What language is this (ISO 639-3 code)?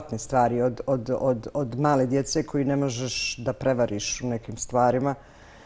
bos